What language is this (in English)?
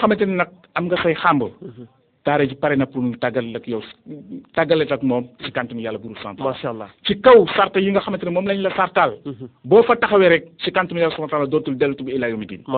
Wolof